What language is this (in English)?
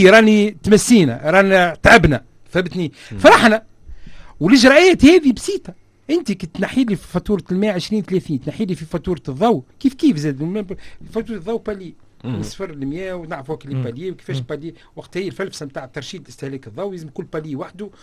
Tunisian Arabic